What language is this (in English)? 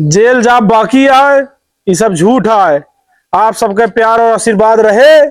Awadhi